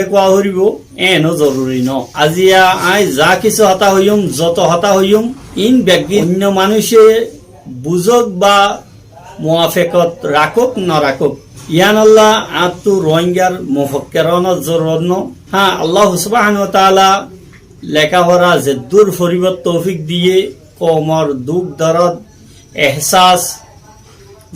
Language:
Rohingya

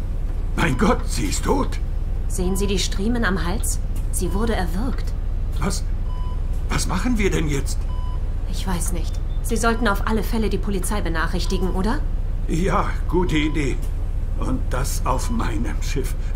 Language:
German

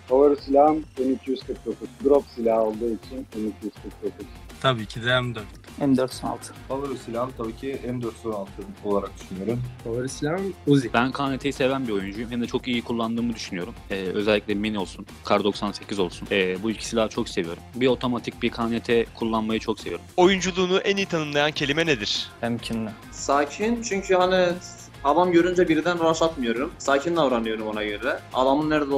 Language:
Turkish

